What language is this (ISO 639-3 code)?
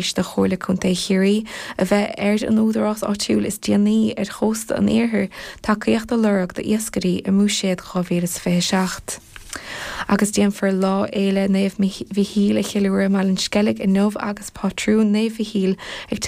gle